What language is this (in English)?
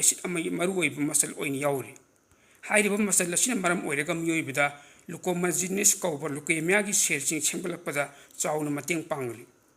Manipuri